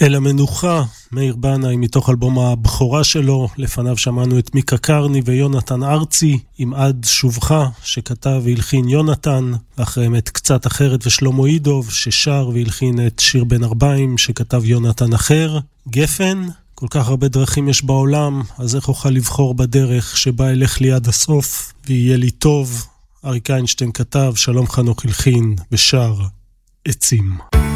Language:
Hebrew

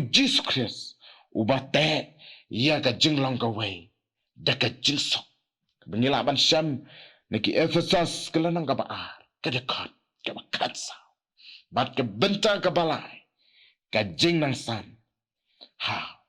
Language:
Khasi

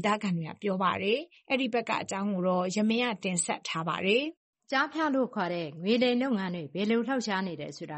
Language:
Burmese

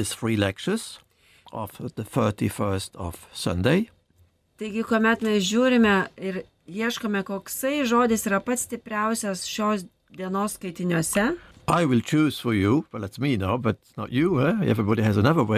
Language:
Lithuanian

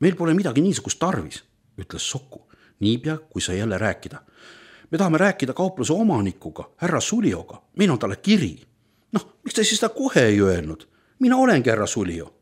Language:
Estonian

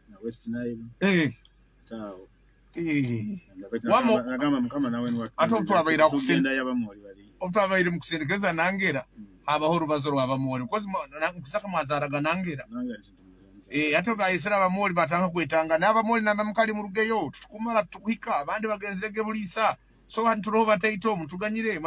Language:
Nyoro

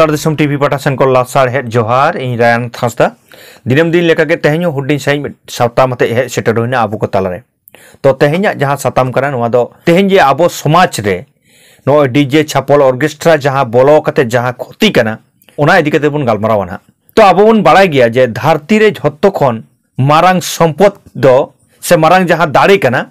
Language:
Santali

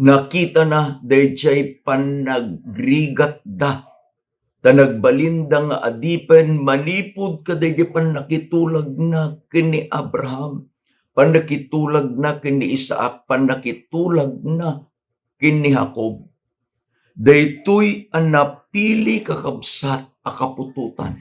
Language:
Iloko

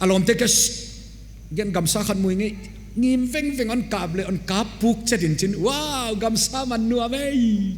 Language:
Paite Chin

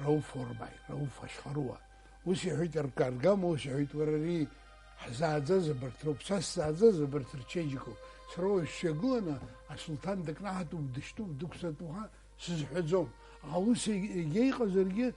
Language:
Abkhazian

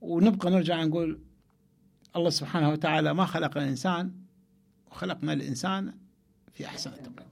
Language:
Mesopotamian Arabic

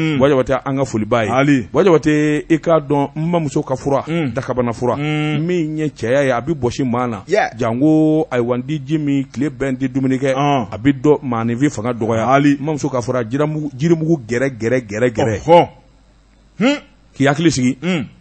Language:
Bambara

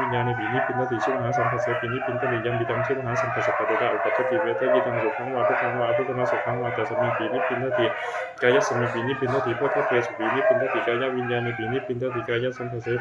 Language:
Pali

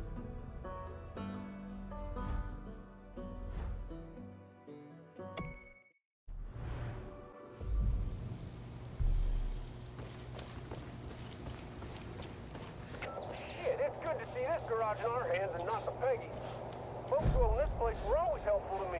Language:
English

